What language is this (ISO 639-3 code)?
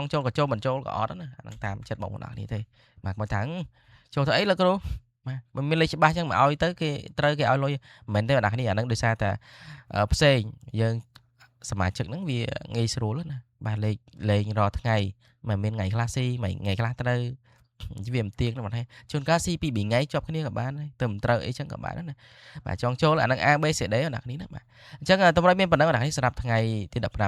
khm